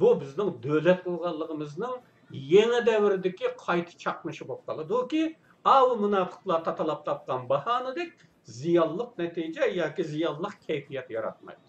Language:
Uyghur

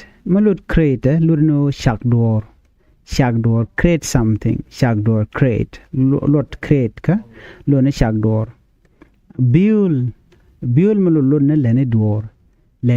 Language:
Nuer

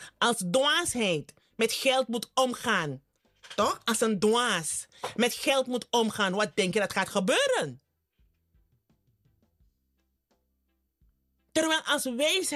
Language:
Dutch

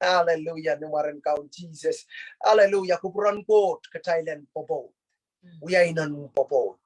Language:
Pohnpeian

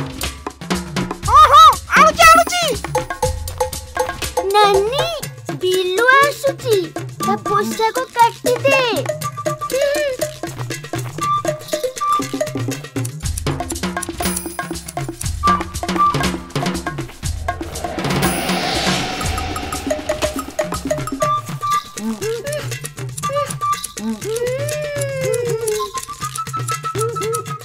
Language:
Odia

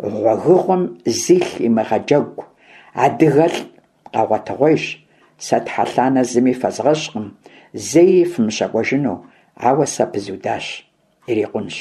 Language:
Kabardian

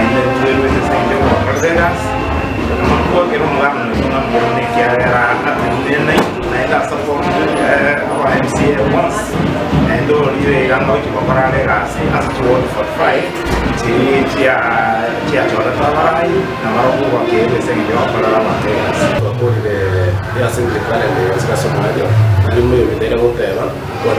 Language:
Gusii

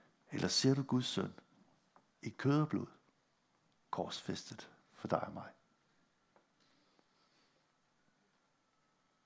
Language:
Danish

